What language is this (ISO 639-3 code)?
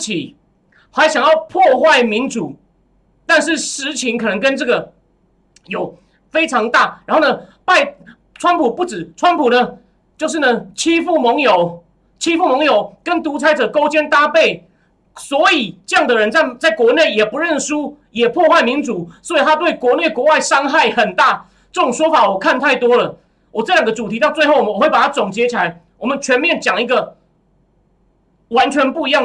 zho